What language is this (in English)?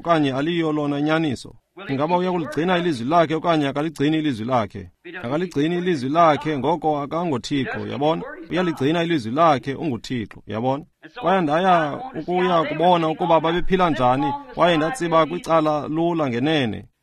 Xhosa